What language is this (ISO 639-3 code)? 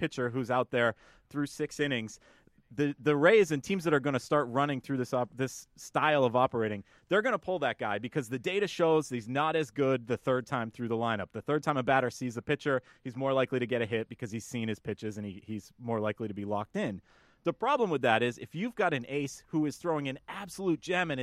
eng